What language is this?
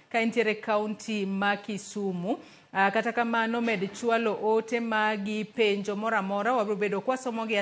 Luo (Kenya and Tanzania)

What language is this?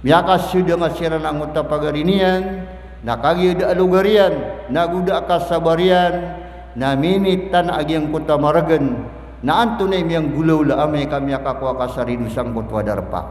Maranao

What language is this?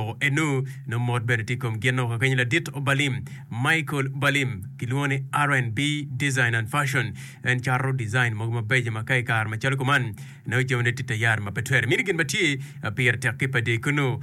Acoli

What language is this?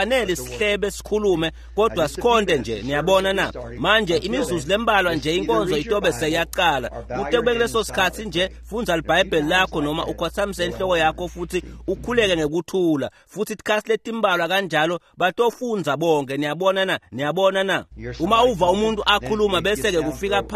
Swati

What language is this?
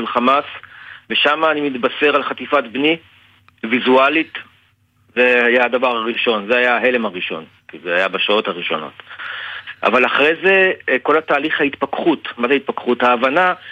Hebrew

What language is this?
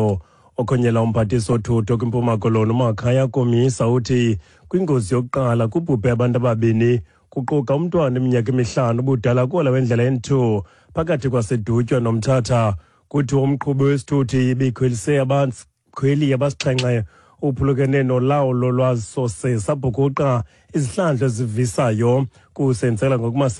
Xhosa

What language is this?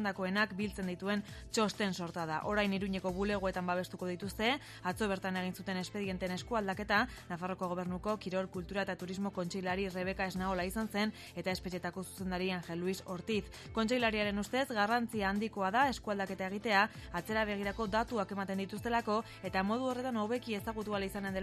Basque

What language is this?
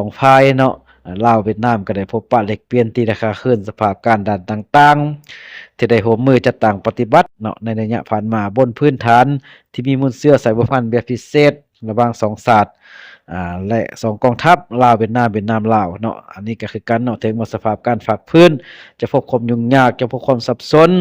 Lao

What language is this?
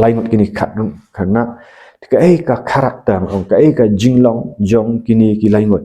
Khasi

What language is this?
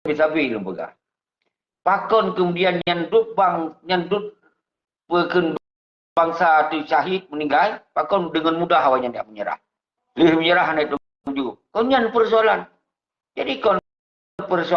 Achinese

